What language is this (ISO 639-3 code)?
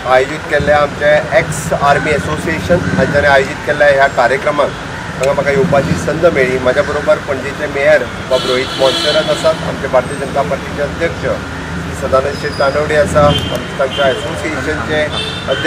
kok